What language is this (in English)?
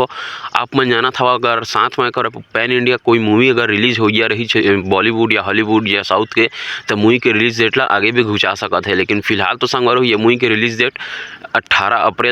Chhattisgarhi